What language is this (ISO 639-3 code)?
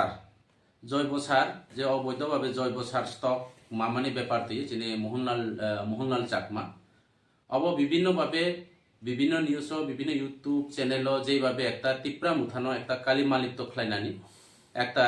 trp